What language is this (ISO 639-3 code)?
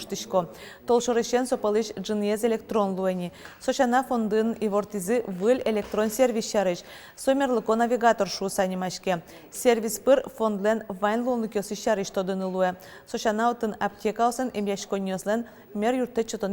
udm